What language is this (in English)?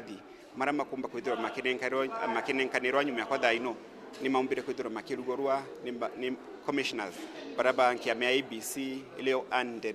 Meru